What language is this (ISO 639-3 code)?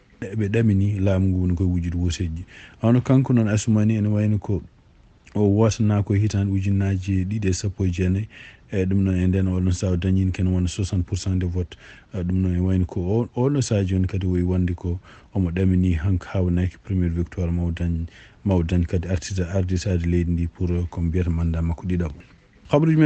ful